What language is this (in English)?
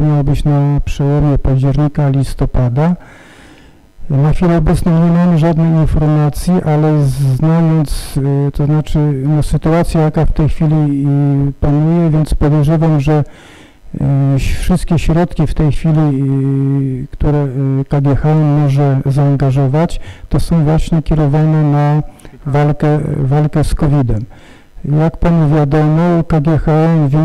Polish